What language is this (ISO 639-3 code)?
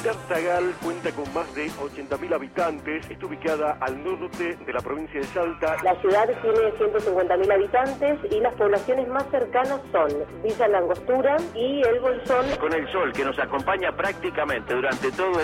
spa